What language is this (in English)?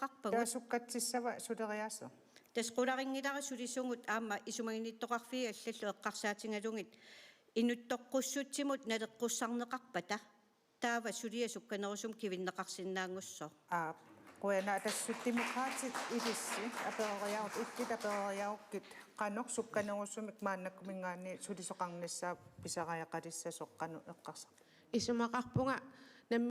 Kalaallisut